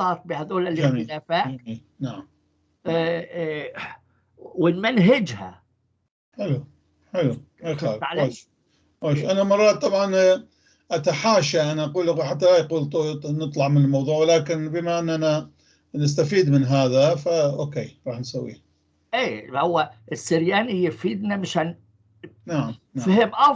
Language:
North Levantine Arabic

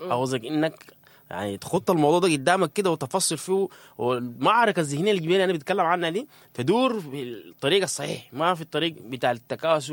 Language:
Sudanese Arabic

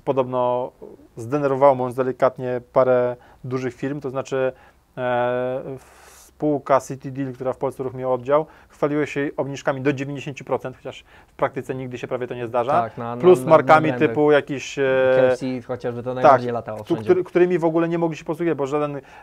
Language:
Polish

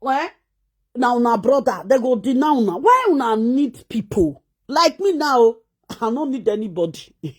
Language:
Nigerian Pidgin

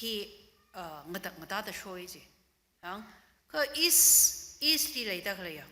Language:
Tangkhul Naga (India)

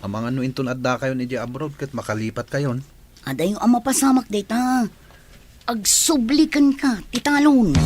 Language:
Iloko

